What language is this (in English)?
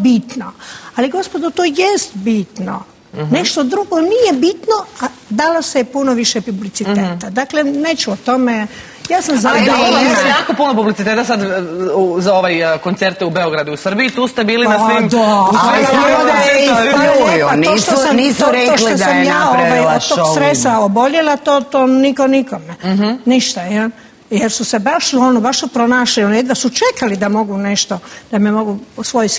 Croatian